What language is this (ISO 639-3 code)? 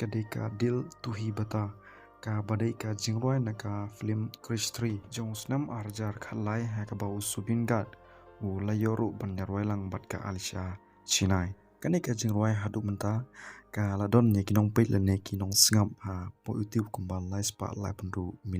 kha